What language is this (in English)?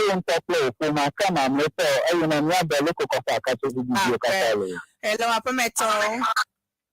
Ewe